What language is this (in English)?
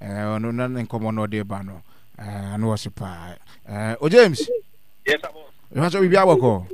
Akan